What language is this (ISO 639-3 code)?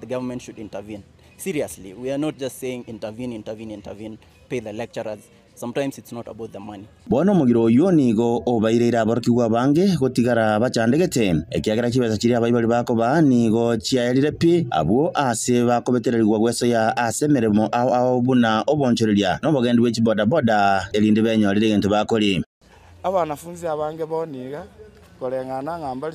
guz